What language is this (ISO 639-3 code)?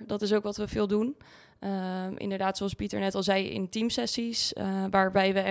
nld